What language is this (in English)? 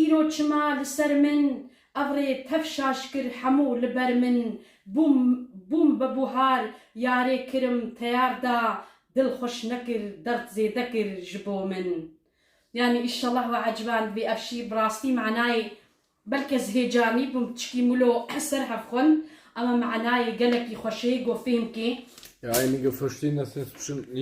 Kurdish